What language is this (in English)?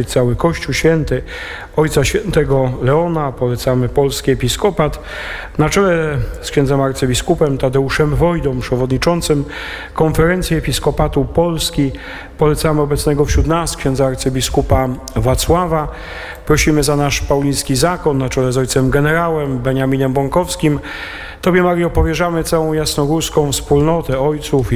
Polish